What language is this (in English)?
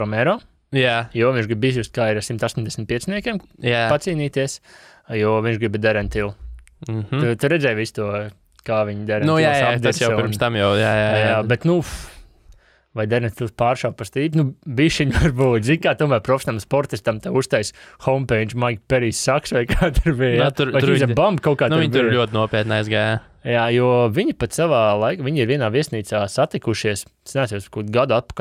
Latvian